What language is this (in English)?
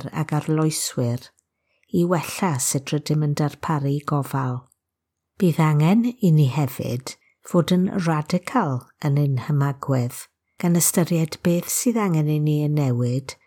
Welsh